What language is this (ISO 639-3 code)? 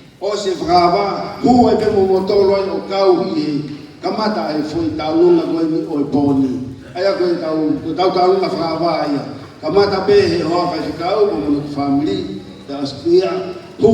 ton